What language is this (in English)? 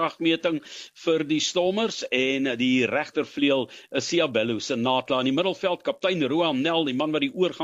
Afrikaans